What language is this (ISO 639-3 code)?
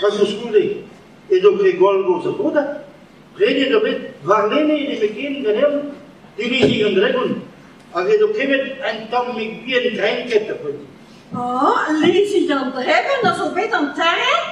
bre